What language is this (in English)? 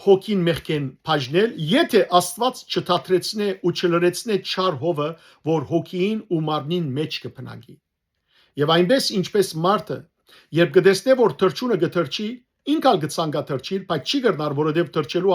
Western Armenian